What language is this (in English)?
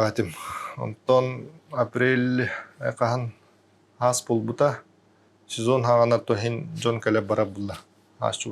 Yakut